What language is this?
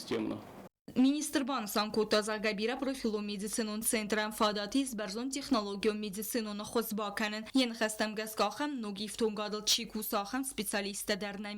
Ossetic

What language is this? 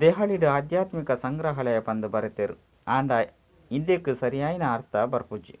Tulu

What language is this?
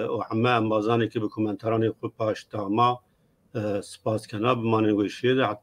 Zaza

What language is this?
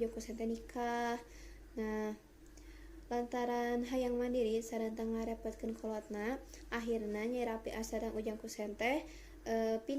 Sundanese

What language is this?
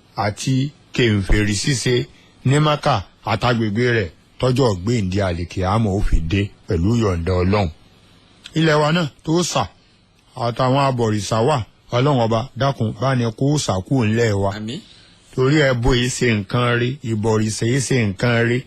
Yoruba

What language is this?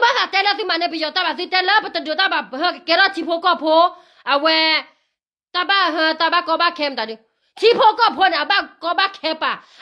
S'gaw Karen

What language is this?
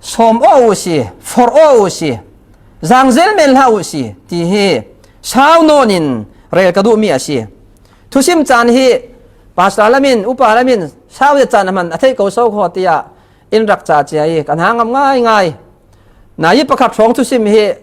Falam Chin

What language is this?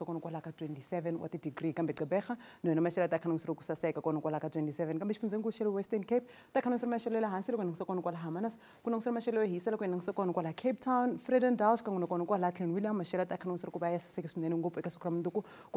Tsonga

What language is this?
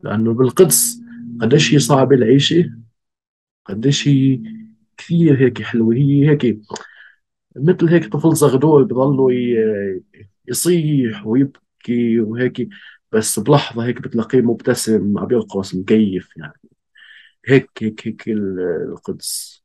North Levantine Arabic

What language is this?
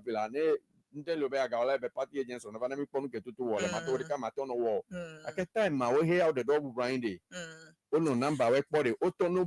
Ewe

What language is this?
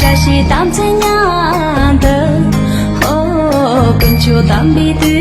Tibetan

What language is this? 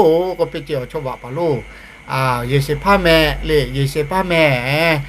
Lahu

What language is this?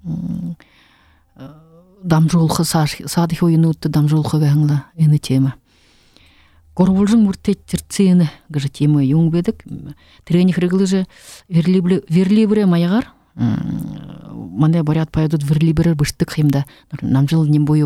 Buriat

